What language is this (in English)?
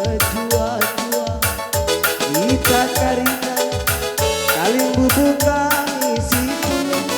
Batak Karo